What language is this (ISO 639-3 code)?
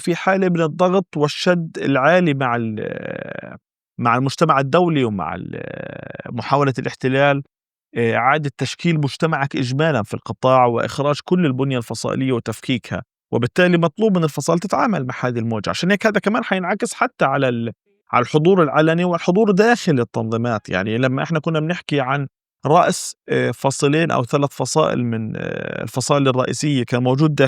apc